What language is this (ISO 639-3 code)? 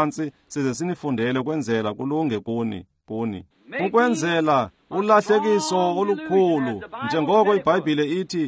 xho